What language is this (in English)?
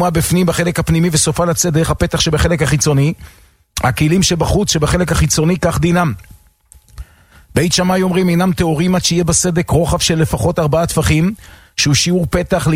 Hebrew